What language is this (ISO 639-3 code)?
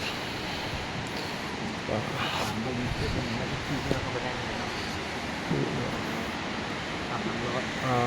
lao